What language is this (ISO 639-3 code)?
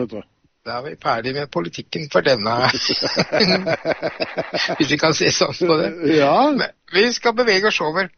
nor